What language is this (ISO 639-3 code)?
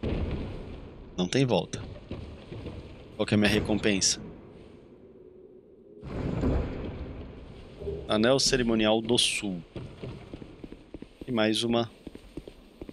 por